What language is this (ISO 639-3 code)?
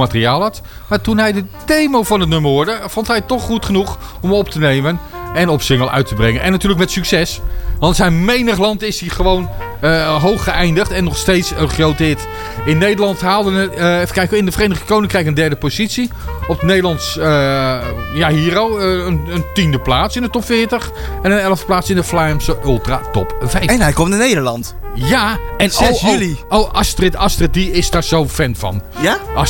nld